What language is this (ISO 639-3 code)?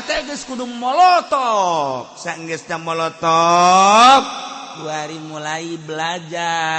sun